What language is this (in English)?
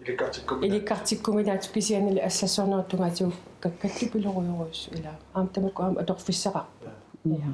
Kalaallisut